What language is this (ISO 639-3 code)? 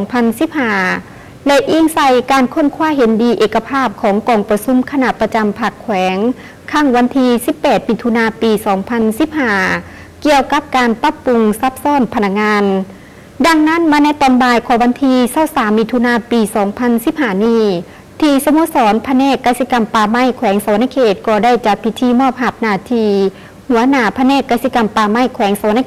lao